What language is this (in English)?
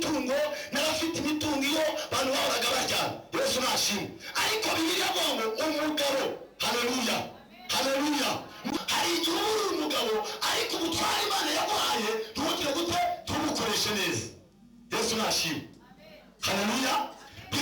Kinyarwanda